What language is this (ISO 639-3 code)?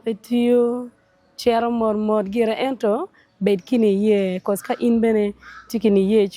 ach